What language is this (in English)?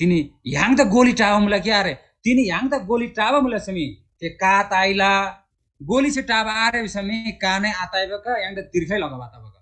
Eastern Tamang